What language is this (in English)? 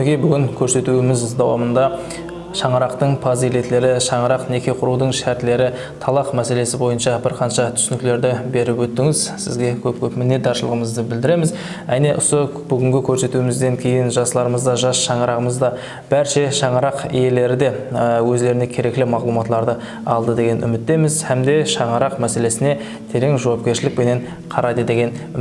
Kara-Kalpak